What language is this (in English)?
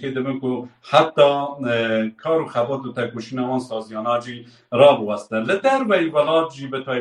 Kurdish